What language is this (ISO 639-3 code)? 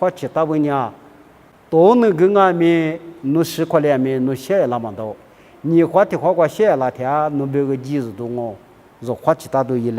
lis